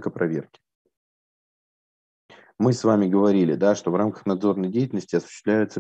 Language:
Russian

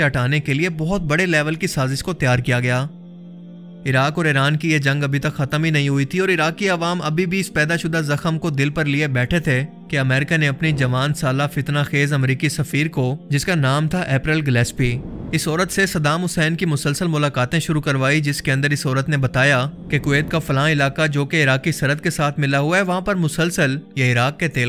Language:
Urdu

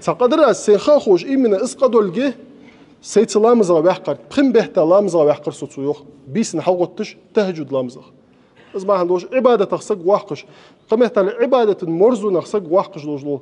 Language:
Ingush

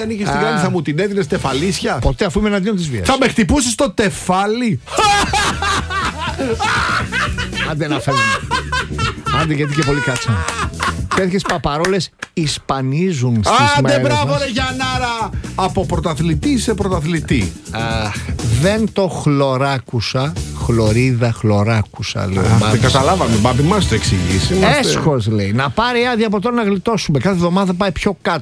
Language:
Greek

